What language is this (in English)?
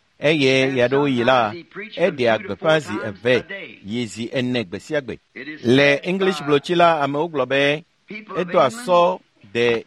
Ewe